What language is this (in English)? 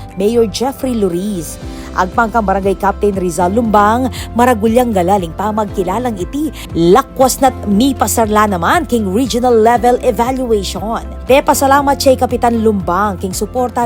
Pampanga